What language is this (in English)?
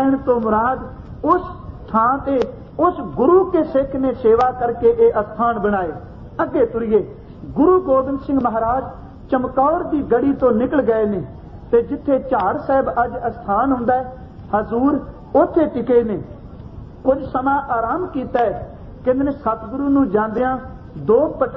Punjabi